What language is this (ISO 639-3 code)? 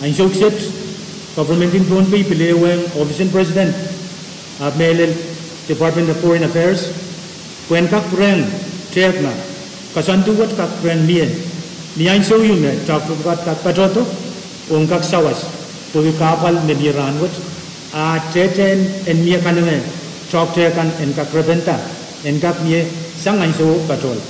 pon